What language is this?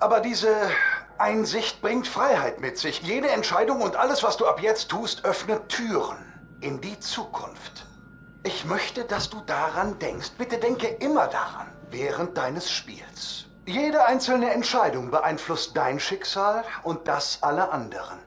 Swiss German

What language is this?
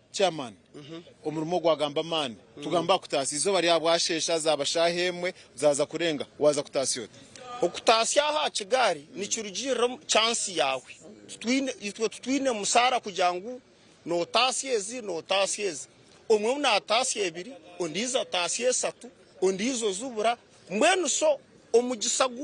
Nyankole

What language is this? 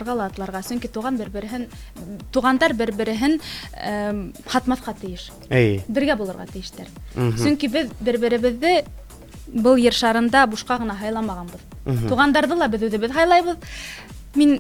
Bashkir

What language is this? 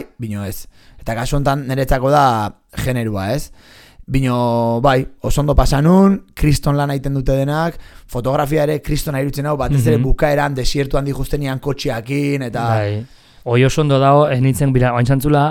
Basque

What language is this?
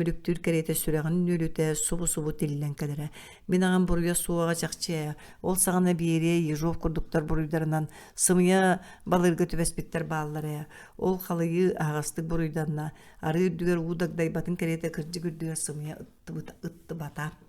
Yakut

